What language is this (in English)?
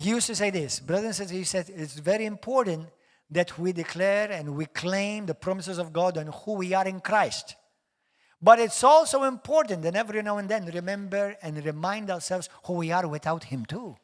English